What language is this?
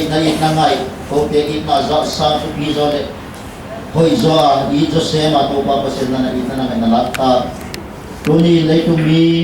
Paite Chin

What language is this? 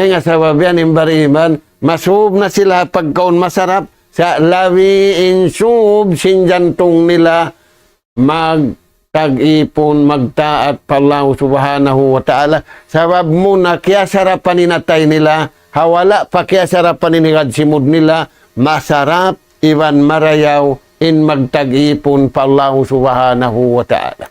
Tausug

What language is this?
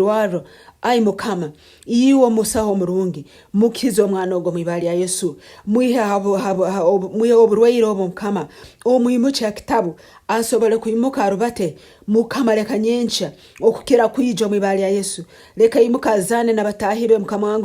Nyankole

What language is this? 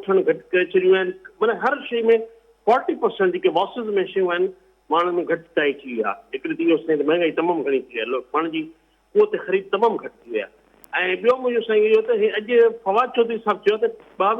Sindhi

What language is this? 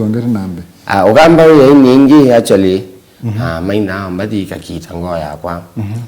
Kamba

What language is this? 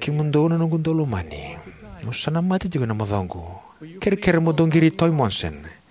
Fijian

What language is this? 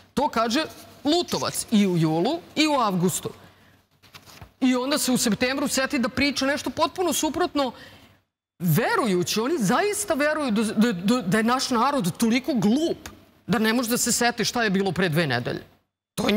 Serbian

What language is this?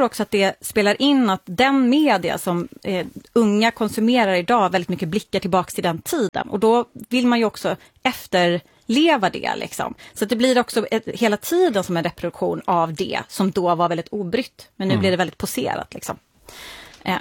Swedish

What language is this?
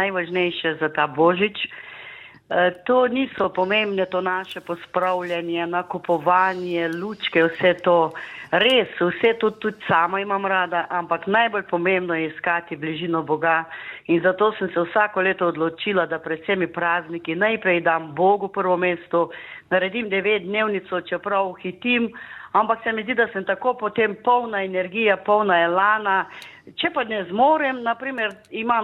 Slovenian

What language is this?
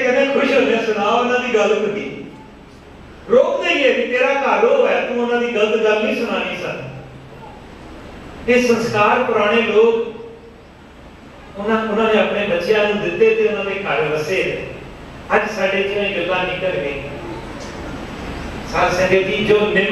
Punjabi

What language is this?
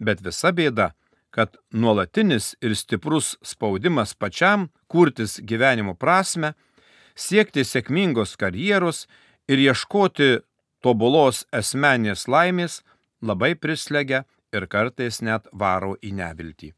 Lithuanian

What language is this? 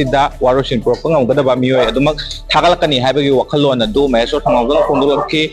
Manipuri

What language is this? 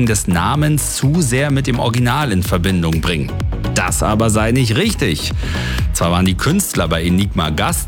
German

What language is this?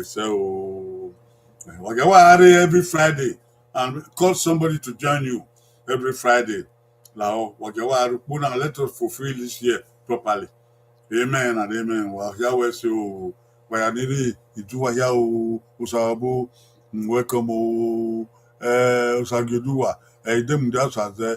Bini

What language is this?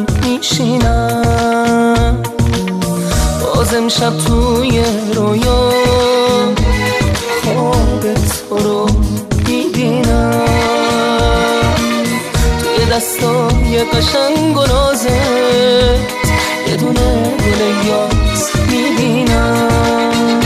Persian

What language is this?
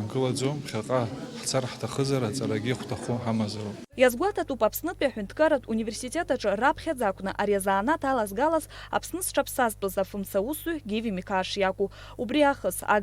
Abkhazian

